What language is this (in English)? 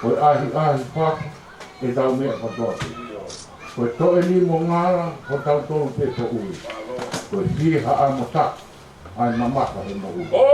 Tongan